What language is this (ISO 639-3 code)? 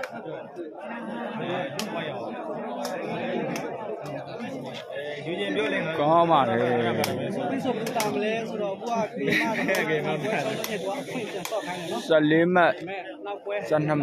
mya